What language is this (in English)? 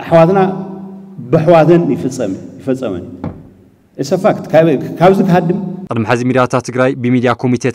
Tigrinya